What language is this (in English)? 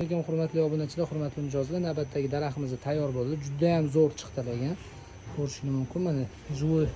Uzbek